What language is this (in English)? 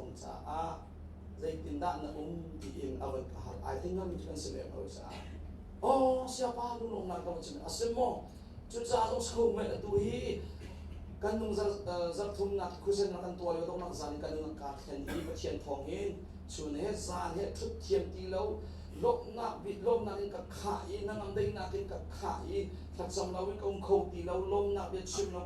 Hakha Chin